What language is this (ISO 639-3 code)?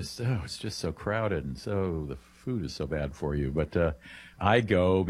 eng